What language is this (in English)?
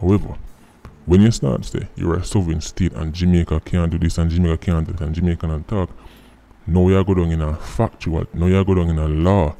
Jamaican Creole English